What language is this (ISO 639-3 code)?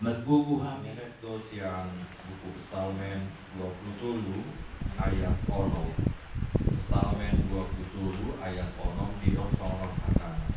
bbc